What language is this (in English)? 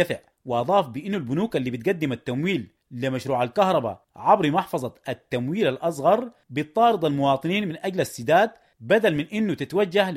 Sudanese Arabic